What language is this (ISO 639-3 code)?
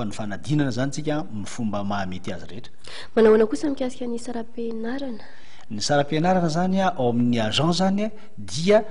mlg